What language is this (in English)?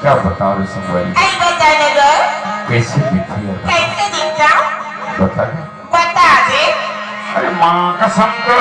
Chhattisgarhi